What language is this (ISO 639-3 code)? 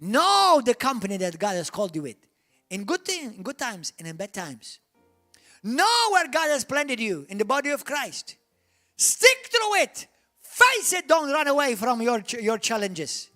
eng